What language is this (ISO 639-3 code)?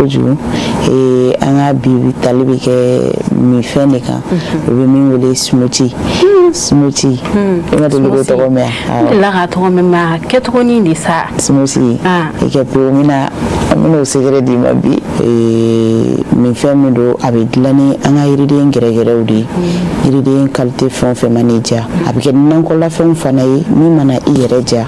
bam